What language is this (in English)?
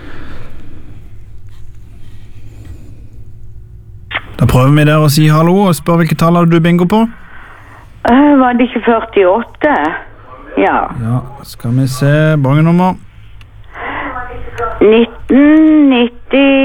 Norwegian